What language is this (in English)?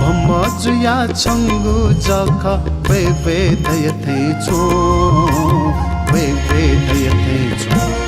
Newari